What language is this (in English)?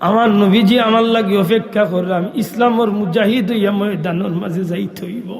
Sylheti